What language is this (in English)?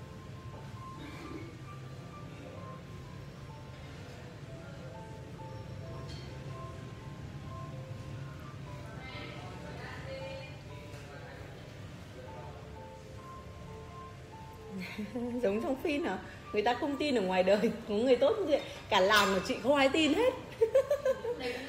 Vietnamese